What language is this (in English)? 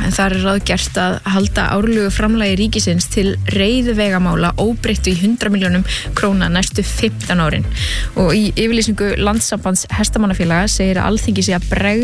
Icelandic